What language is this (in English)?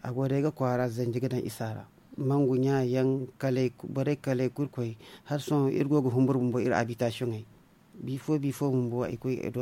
Zarma